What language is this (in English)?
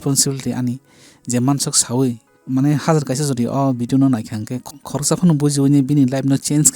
Kok Borok